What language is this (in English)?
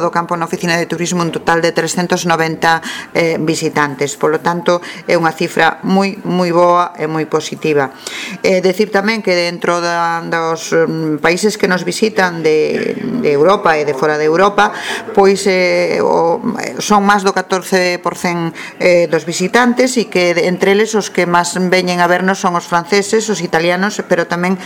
Galician